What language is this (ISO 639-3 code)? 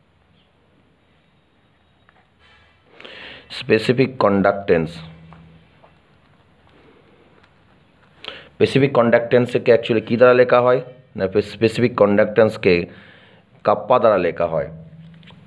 ben